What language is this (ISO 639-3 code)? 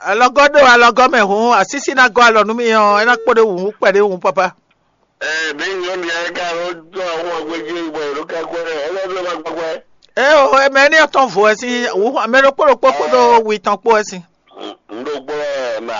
fon